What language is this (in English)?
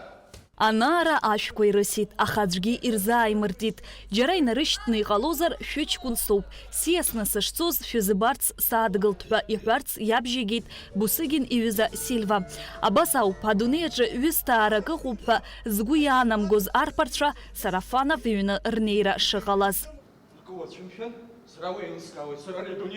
Abkhazian